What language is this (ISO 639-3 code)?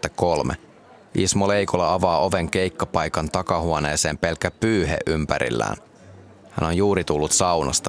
fin